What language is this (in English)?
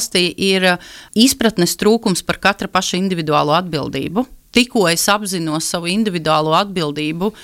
Latvian